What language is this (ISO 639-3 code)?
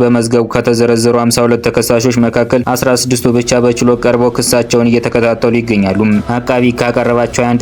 amh